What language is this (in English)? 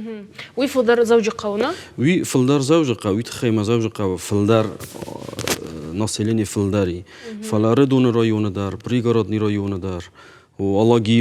Ossetic